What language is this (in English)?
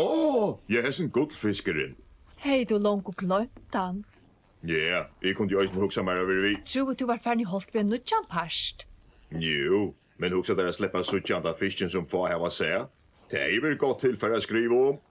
Faroese